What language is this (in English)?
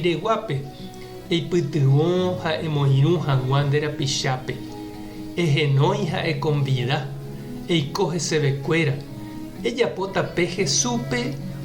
Guarani